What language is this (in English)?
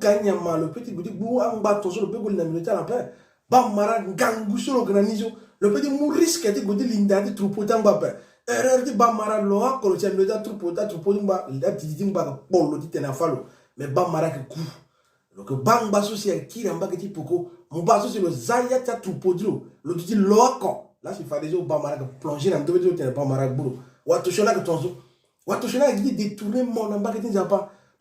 Sango